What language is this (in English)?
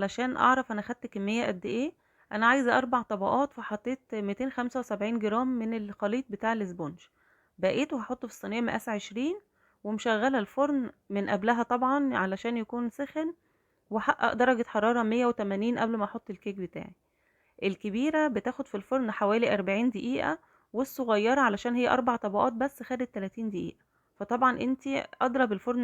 Egyptian Arabic